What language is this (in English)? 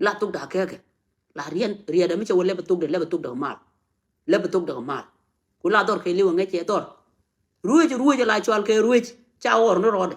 Nuer